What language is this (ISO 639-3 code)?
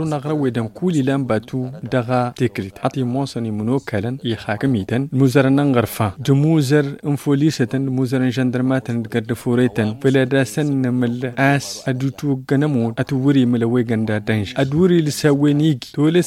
taq